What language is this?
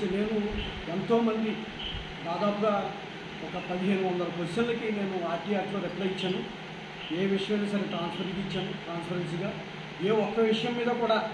Telugu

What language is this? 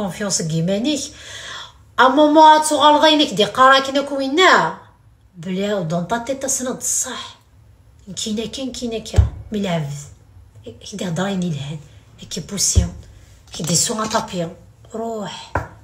Kabyle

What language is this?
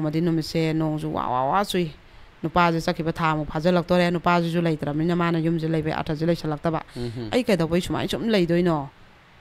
Manipuri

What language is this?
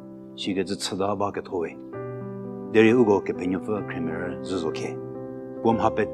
Angami Naga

